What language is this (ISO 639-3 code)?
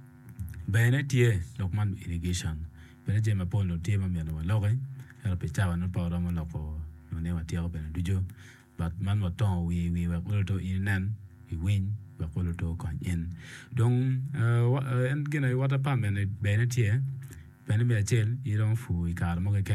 ach